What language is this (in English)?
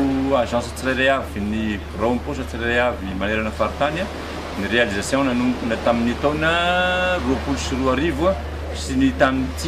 Malagasy